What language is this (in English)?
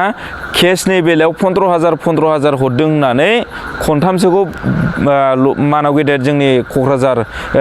Bodo